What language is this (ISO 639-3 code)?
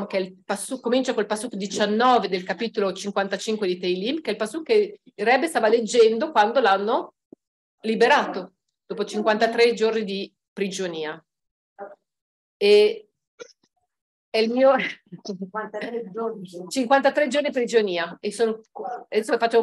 ita